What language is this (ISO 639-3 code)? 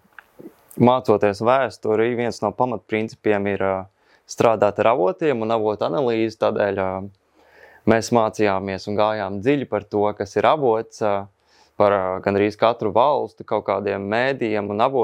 lav